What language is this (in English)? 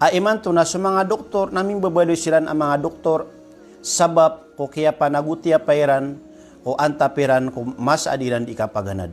Maranao